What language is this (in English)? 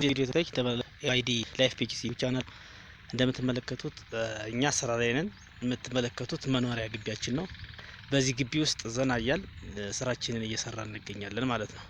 Amharic